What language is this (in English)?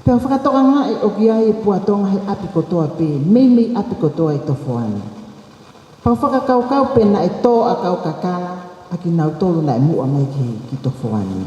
Tongan